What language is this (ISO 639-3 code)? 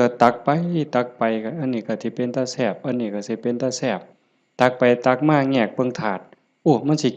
lao